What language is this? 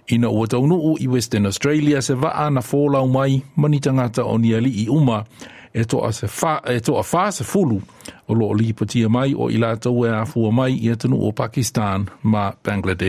Samoan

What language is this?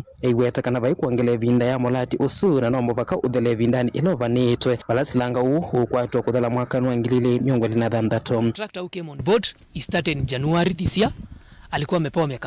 Kamba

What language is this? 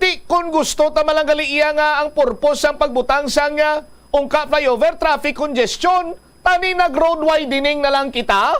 Hiligaynon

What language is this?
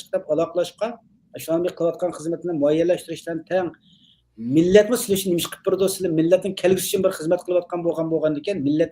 Uyghur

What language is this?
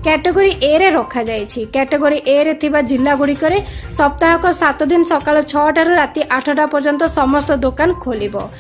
Odia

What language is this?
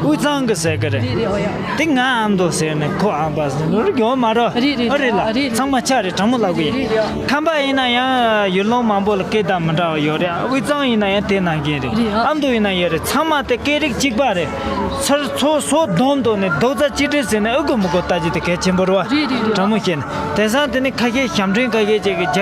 Tibetan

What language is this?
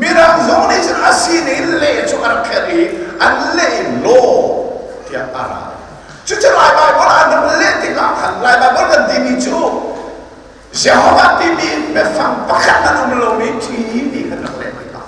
Hakha Chin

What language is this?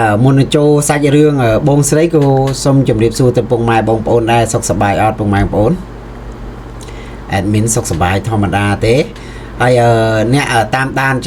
Khmer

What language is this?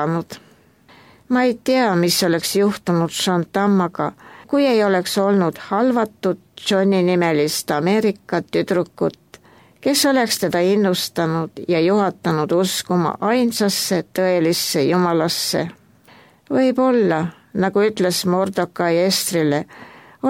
Estonian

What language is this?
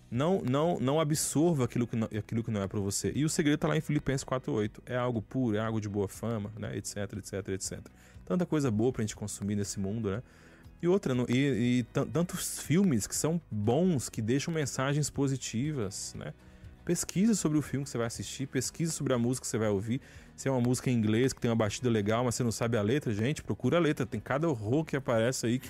Portuguese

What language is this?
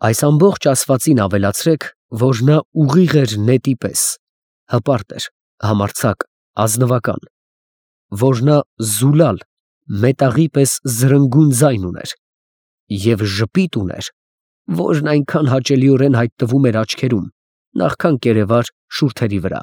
Armenian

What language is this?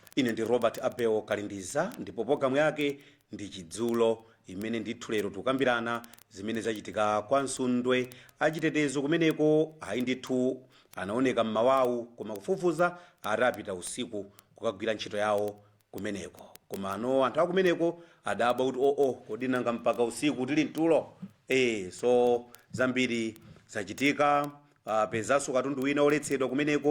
Nyanja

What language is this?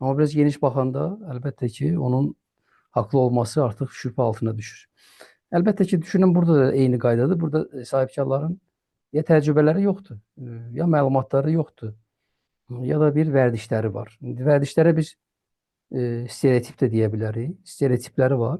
Azerbaijani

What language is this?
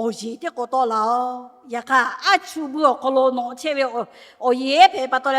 Lahu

